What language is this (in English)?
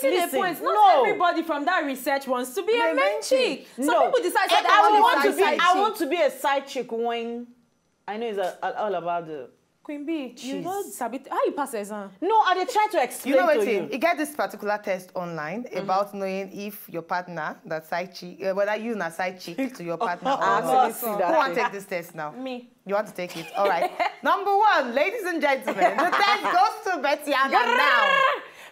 Nigerian Pidgin